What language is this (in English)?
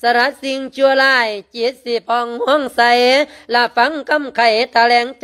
Lao